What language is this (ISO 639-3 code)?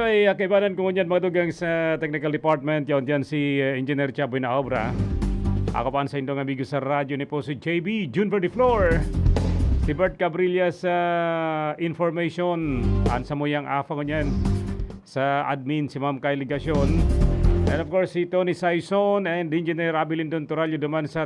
bik